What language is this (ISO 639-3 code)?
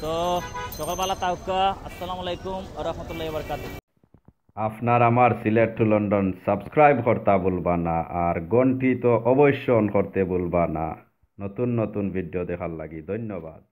syl